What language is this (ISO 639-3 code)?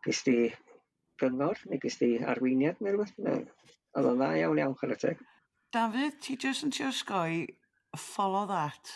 cym